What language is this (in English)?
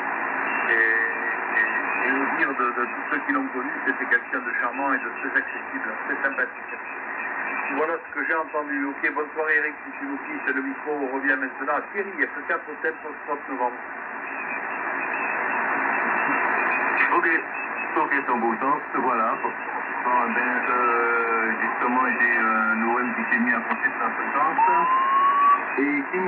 French